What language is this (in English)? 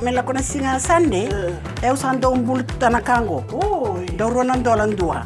Fijian